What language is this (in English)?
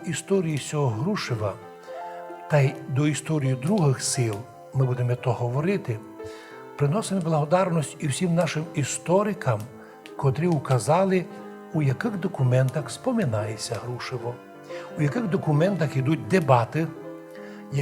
Rusyn